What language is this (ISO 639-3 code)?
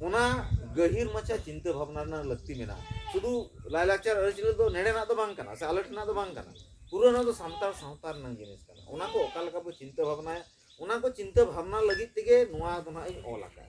sat